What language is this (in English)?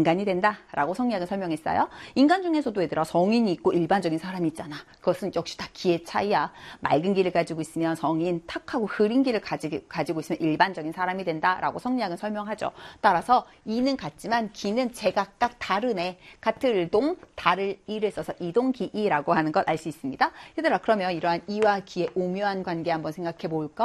Korean